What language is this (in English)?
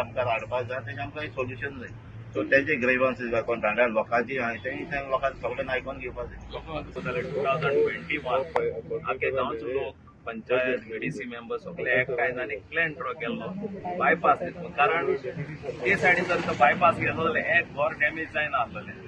Konkani